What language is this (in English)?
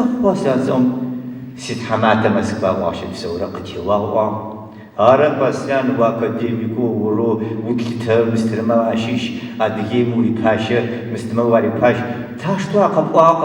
Adyghe